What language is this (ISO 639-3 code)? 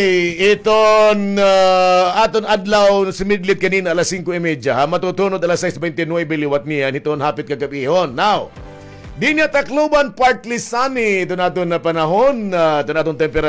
war